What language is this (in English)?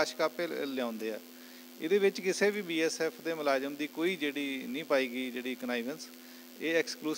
Punjabi